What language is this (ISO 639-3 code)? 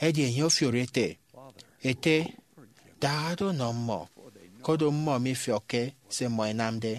efi